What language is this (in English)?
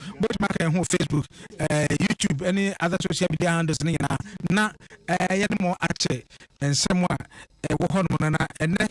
Akan